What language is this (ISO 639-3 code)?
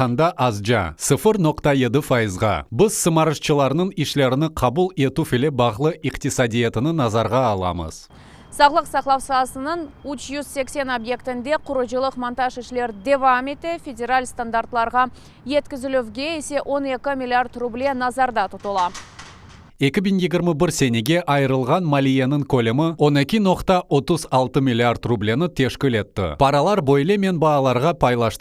crh